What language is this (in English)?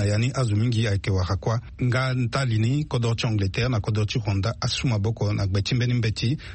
Sango